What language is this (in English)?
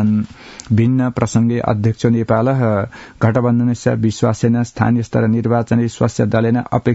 Sanskrit